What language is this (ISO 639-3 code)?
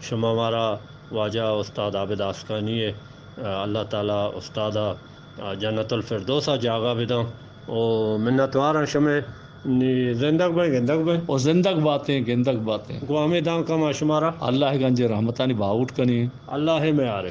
bgp